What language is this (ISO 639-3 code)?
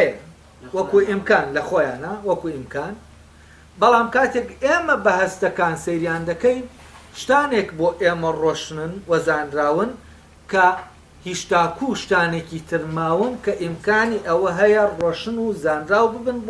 ckb